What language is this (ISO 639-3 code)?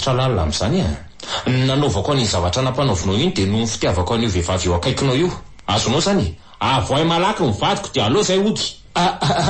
mlg